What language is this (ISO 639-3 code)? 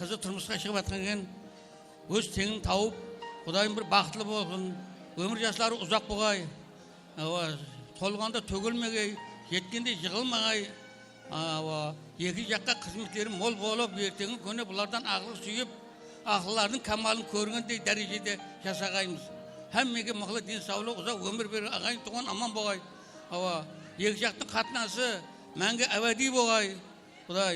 kaa